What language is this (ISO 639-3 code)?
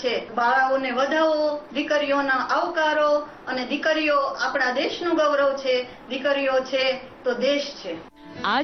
guj